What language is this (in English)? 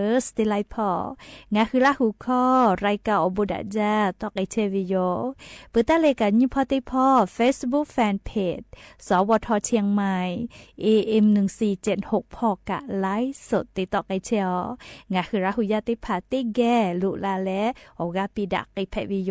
Lahu